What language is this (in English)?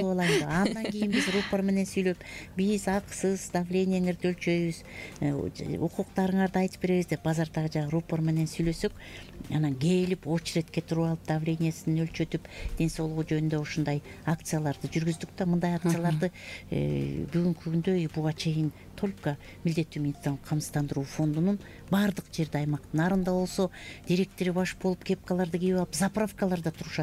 Kyrgyz